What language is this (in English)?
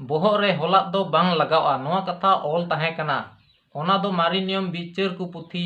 Santali